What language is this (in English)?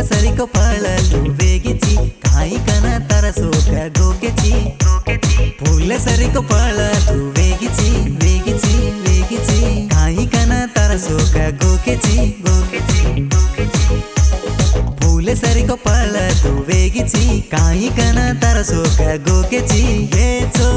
Telugu